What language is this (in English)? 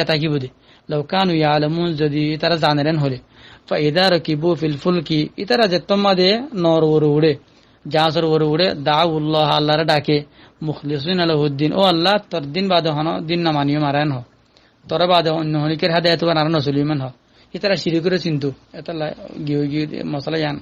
Rohingya